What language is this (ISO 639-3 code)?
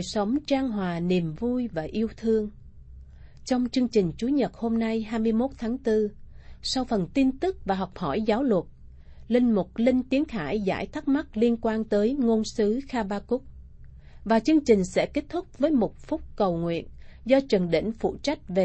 vie